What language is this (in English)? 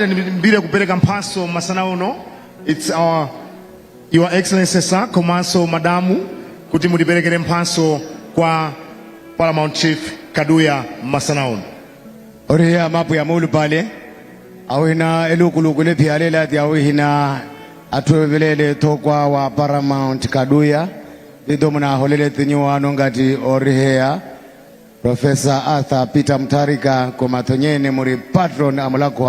Nyanja